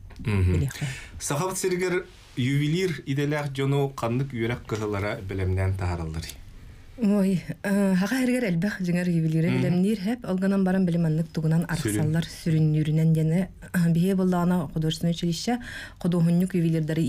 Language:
Yakut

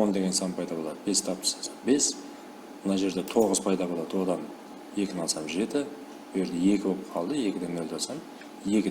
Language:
Kara-Kalpak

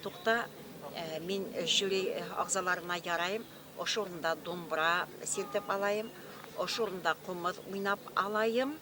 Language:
Bashkir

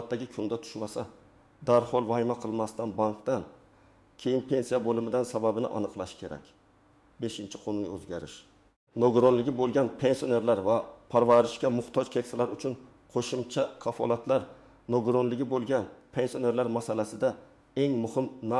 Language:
Uzbek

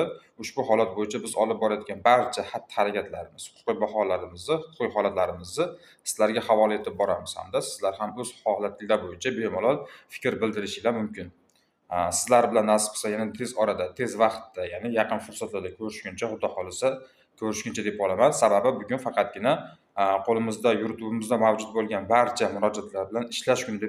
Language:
Uzbek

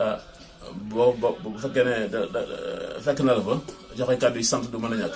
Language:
Wolof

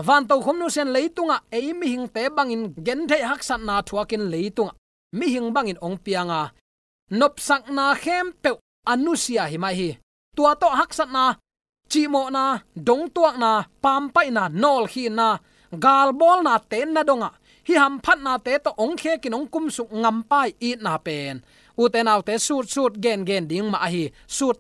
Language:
Tedim Chin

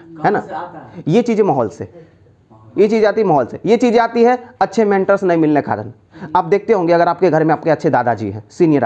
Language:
Hindi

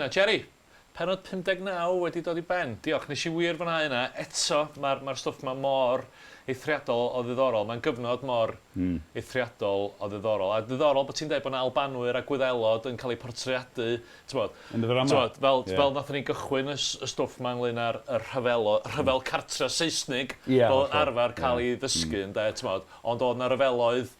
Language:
Welsh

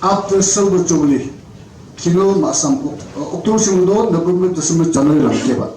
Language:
Yimchungru Naga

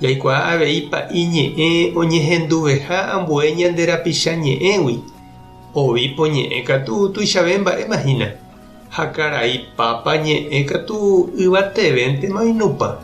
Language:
Guarani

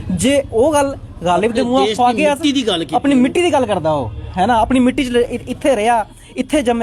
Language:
Dogri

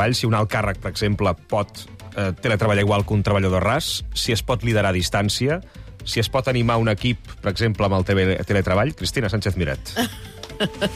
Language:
Catalan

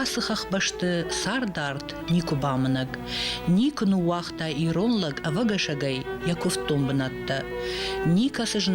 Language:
Ossetic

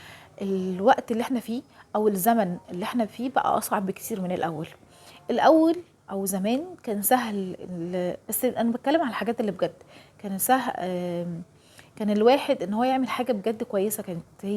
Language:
Egyptian Arabic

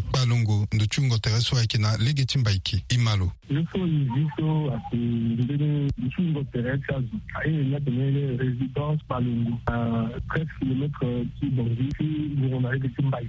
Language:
Sango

